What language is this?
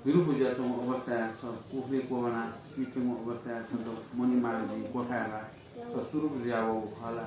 Newari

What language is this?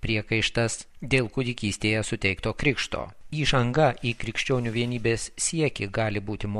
Lithuanian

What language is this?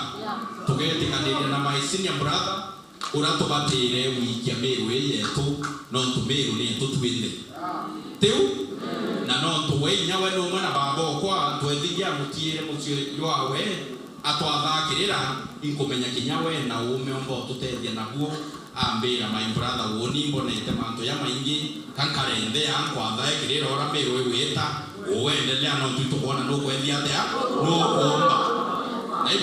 Meru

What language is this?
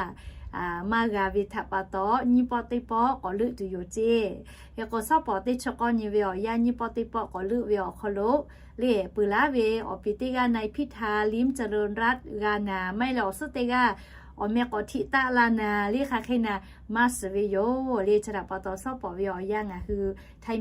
Lahu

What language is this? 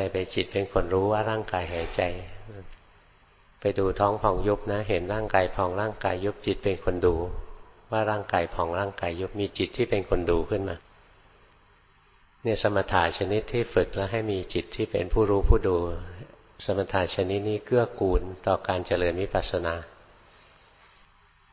Thai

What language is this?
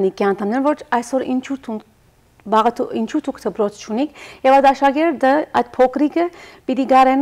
Western Armenian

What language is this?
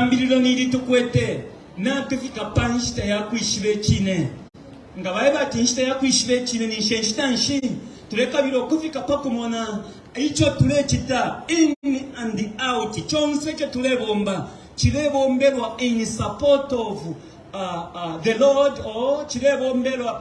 Bemba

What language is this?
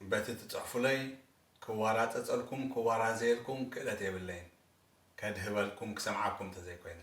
Tigrinya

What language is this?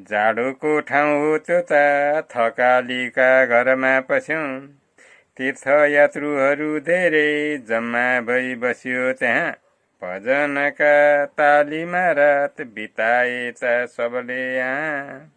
Nepali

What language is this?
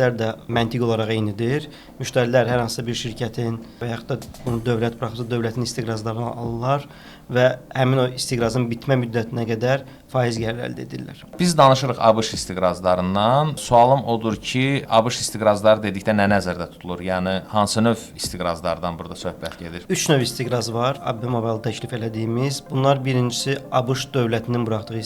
Azerbaijani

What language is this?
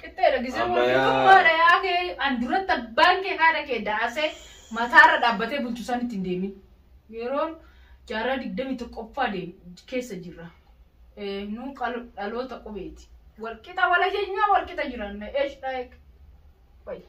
Oromo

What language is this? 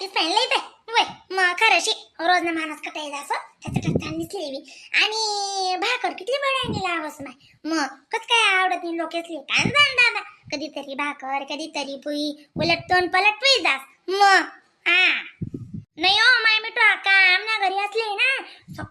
Khandesi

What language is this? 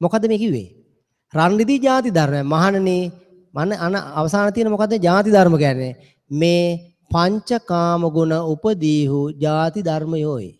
Sinhala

